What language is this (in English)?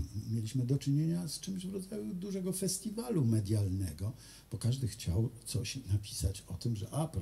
Polish